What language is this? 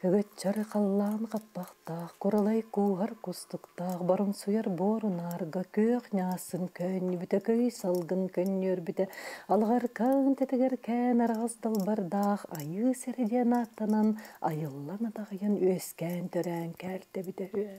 Yakut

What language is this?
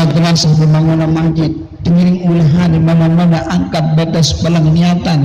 Sasak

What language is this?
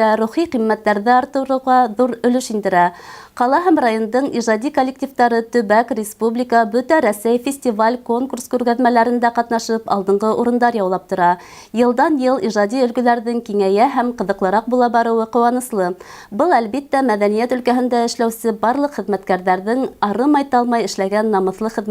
Bashkir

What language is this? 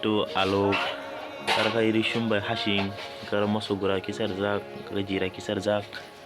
Kok Borok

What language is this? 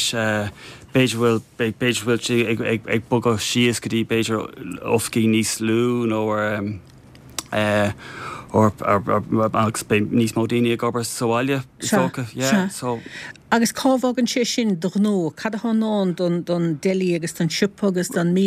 Irish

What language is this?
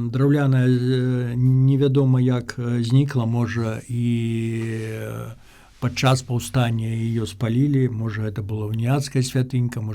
Belarusian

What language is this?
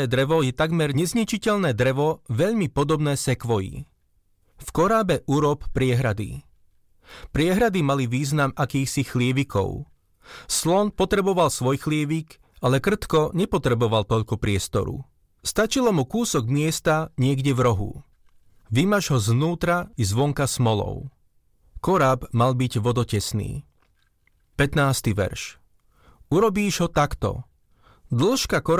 Slovak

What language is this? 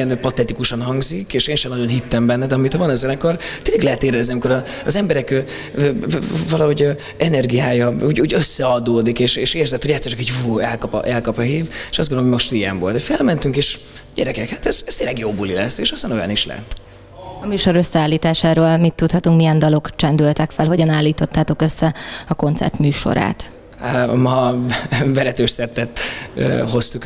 Hungarian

